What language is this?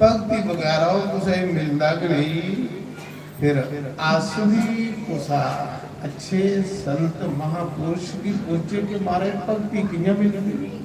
Dogri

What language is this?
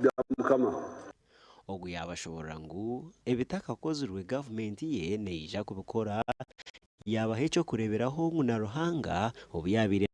Nyankole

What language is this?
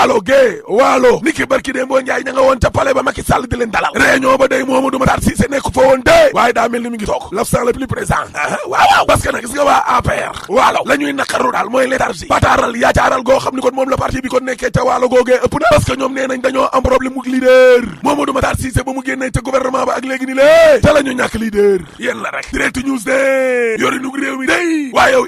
Wolof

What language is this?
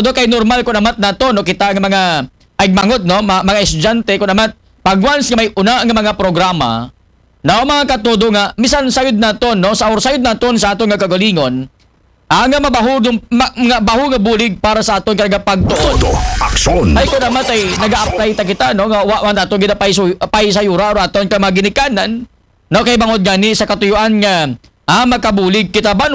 Aklanon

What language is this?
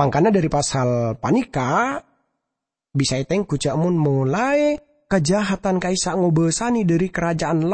Madurese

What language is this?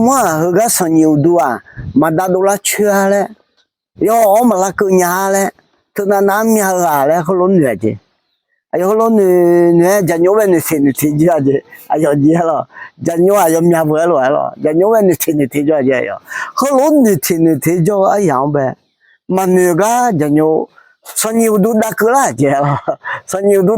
Akha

